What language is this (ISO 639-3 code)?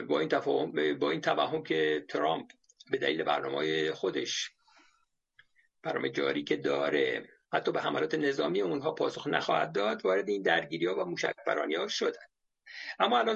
fas